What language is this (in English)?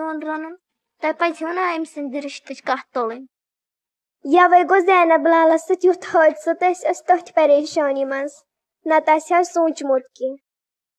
Kashmiri